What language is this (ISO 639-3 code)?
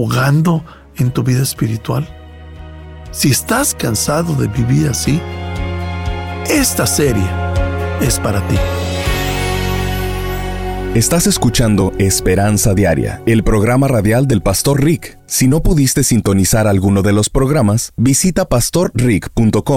spa